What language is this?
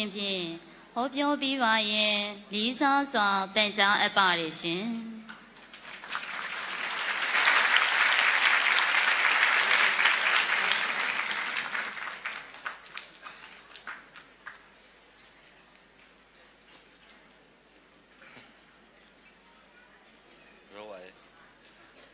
Burmese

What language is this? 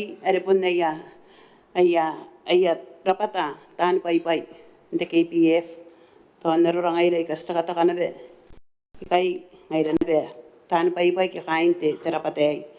Gilbertese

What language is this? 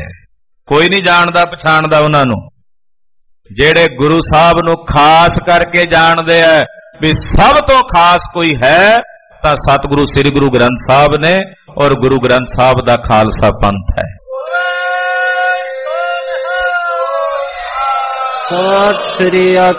Punjabi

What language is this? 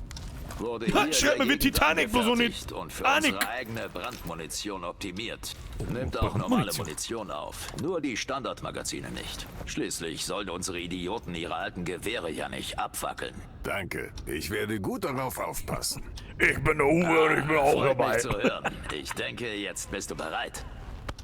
Bavarian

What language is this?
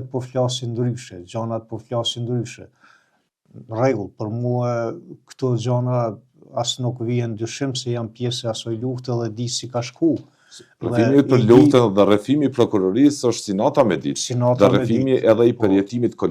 Albanian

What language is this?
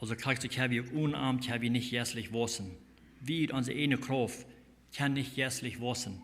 Plautdietsch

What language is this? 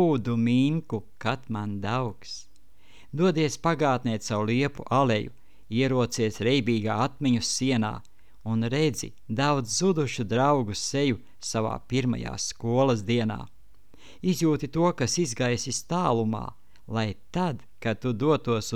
Latvian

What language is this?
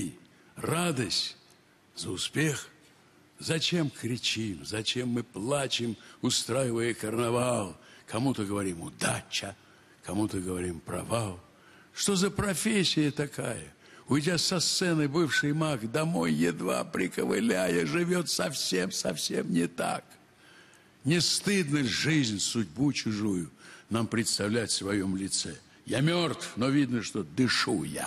Russian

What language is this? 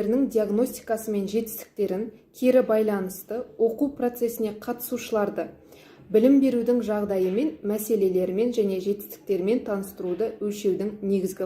Kazakh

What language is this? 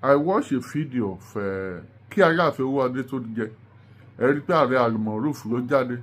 Yoruba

